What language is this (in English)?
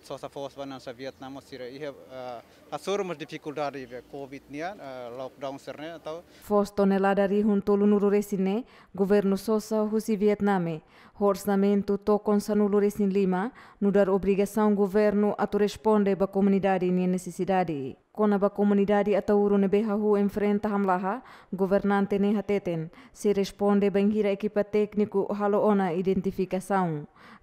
Tetum